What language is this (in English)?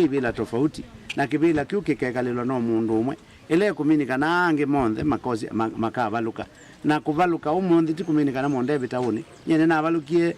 Kamba